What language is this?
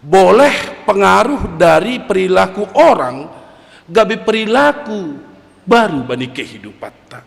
Batak Simalungun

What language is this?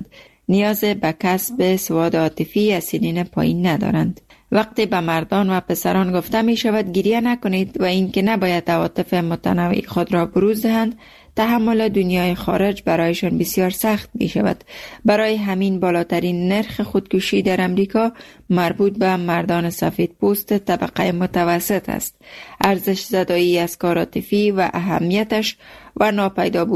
Persian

